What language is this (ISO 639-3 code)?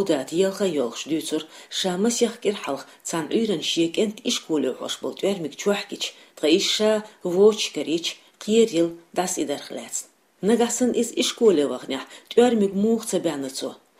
che